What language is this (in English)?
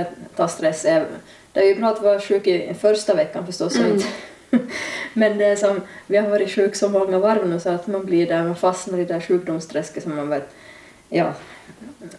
Swedish